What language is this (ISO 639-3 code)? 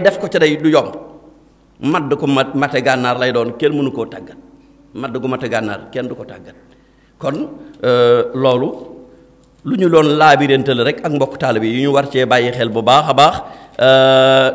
wol